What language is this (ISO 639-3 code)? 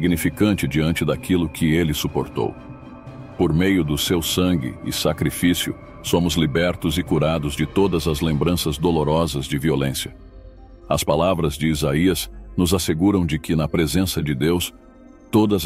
por